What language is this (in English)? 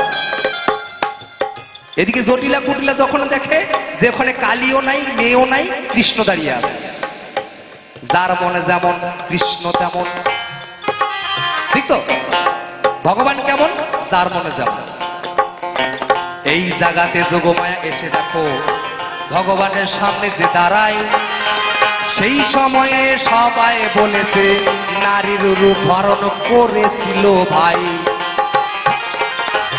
Bangla